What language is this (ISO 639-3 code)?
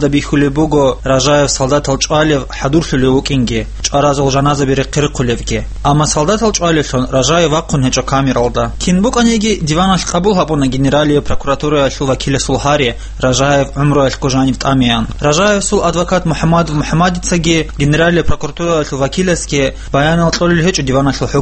ava